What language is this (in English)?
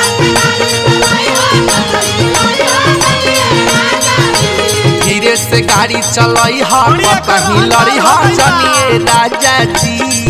Bhojpuri